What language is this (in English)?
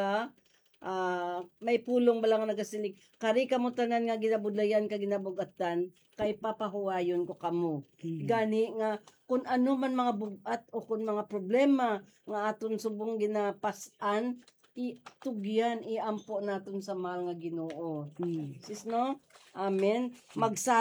Hiligaynon